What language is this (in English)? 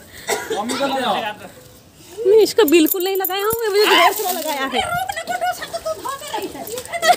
Hindi